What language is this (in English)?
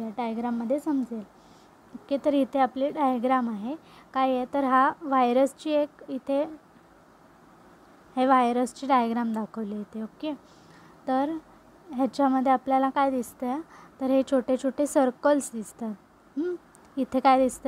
Marathi